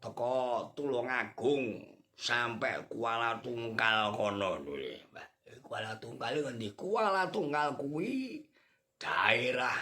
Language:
Javanese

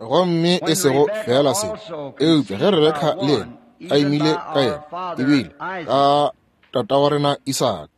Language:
Northern Sotho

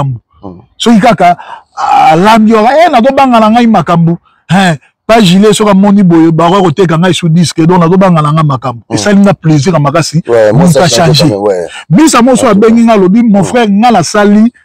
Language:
Lingala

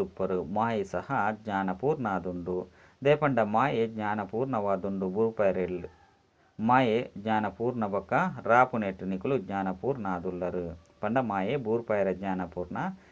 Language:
Tulu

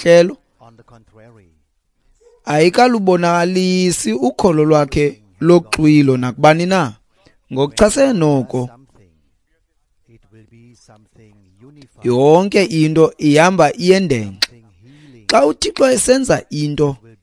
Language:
Xhosa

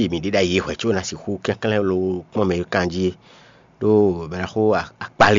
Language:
Fon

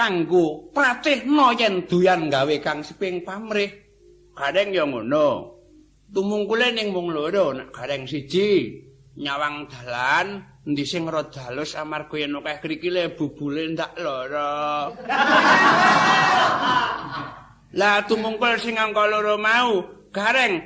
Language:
Javanese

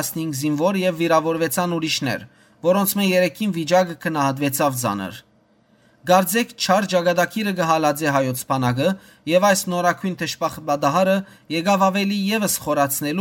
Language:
Western Armenian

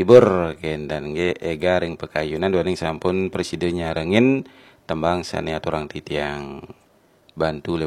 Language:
Balinese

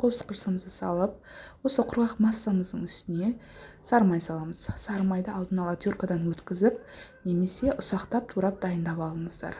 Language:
Kazakh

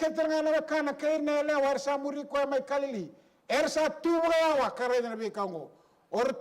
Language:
Fijian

